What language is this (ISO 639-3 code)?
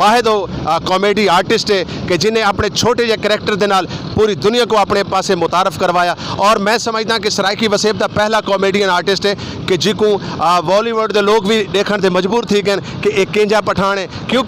skr